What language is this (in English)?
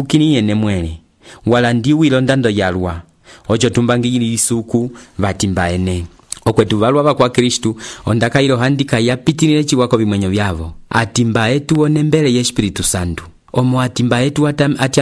Umbundu